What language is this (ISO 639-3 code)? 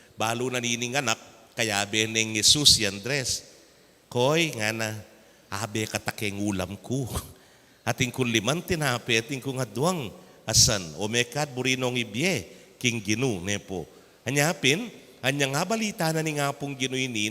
pam